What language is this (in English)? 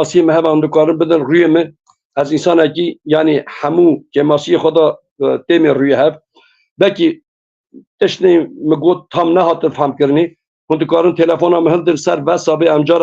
Kurdish